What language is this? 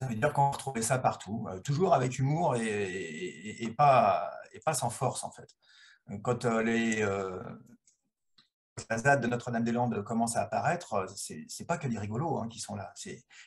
French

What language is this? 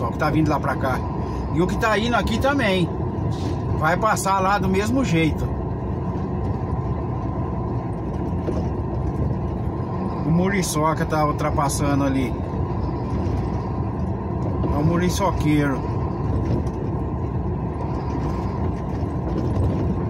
Portuguese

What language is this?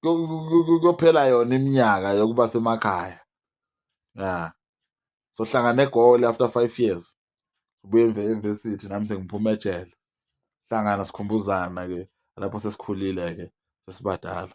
Zulu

